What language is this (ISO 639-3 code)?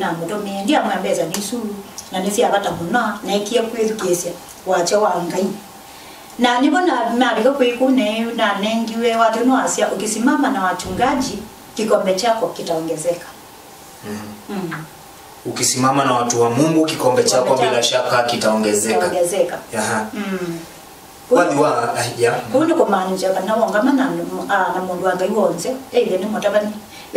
kam